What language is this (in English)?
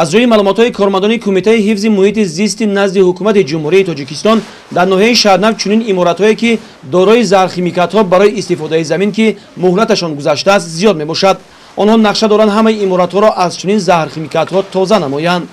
Tajik